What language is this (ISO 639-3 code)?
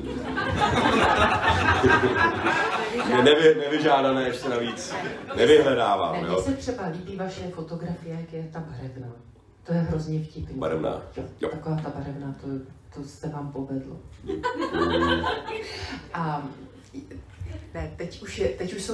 ces